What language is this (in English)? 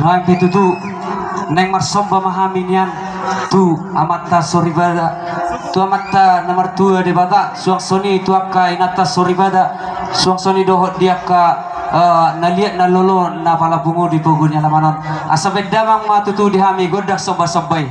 Batak Toba